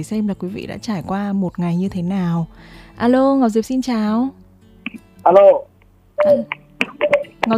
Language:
Vietnamese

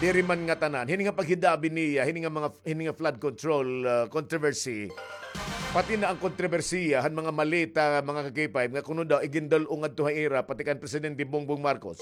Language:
Waray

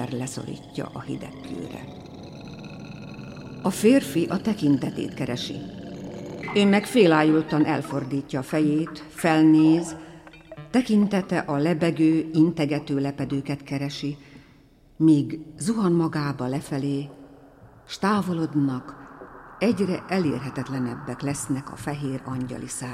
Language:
Hungarian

